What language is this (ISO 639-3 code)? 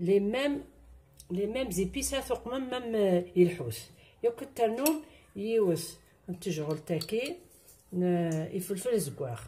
kab